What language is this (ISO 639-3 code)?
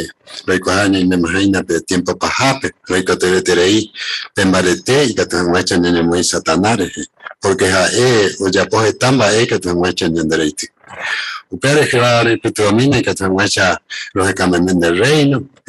grn